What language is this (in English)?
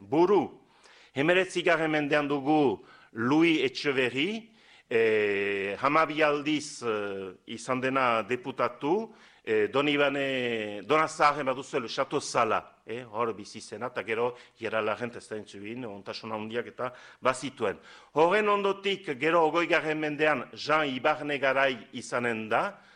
Basque